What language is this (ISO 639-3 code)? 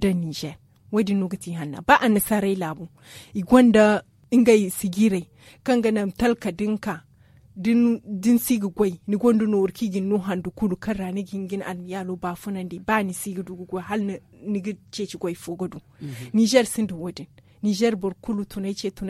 dje